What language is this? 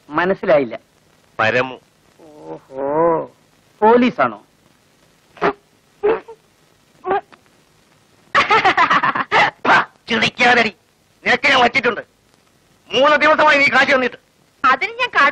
Malayalam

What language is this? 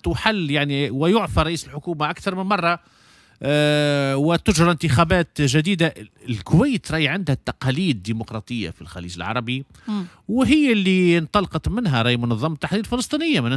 Tunisian Arabic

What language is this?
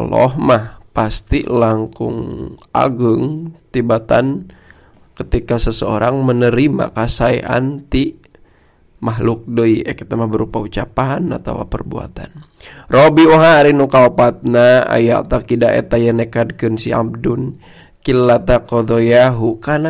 Sundanese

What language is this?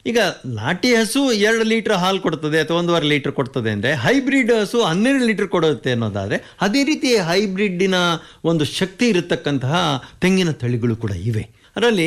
Kannada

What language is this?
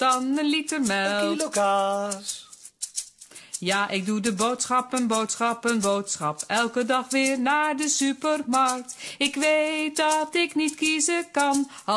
Dutch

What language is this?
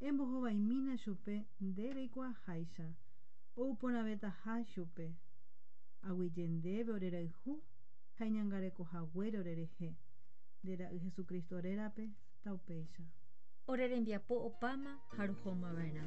Guarani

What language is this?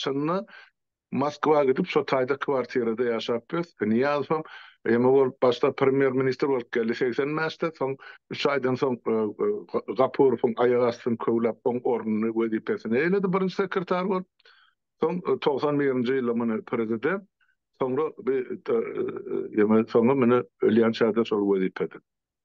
Turkmen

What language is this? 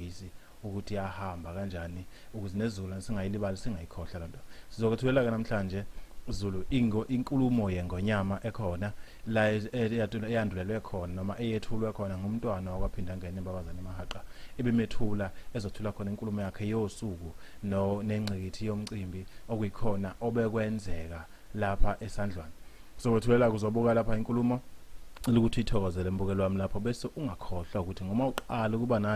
Zulu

